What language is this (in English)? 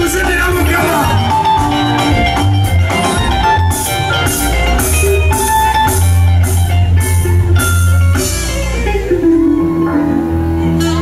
Ganda